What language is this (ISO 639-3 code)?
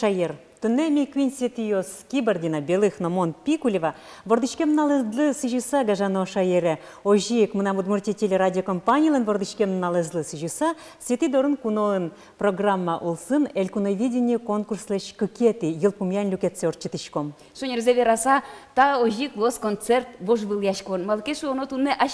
udm